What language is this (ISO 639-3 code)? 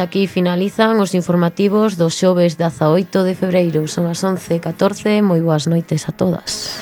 glg